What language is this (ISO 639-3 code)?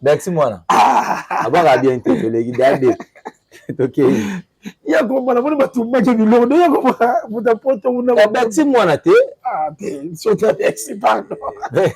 lin